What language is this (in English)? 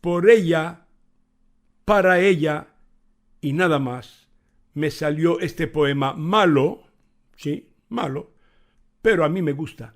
Ladino